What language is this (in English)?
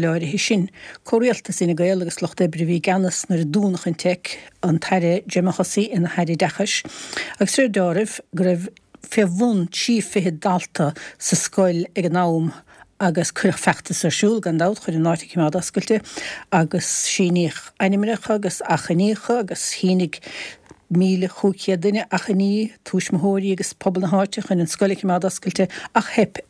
Irish